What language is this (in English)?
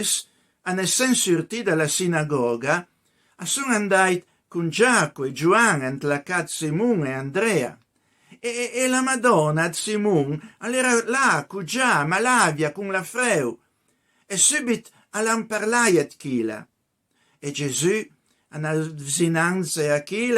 Piedmontese